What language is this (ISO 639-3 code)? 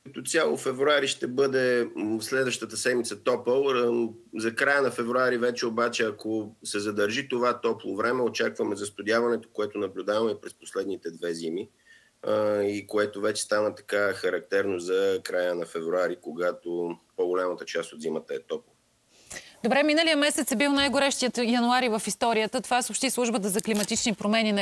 bul